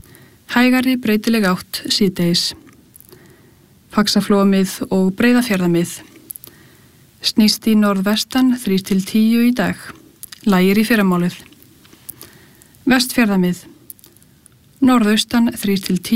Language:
Icelandic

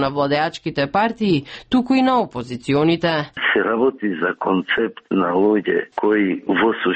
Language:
Macedonian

